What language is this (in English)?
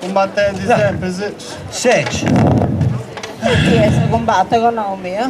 Sardinian